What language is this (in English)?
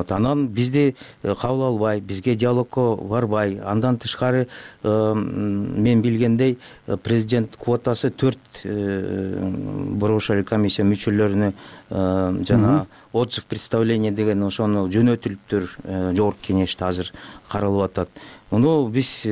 Kyrgyz